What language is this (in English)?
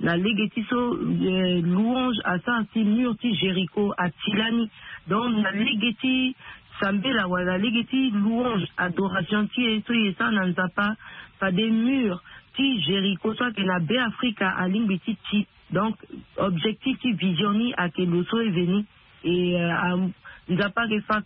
Sango